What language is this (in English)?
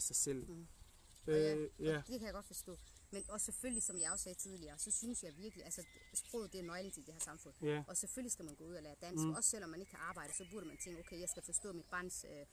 Danish